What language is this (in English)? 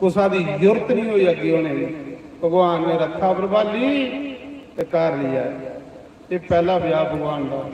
Dogri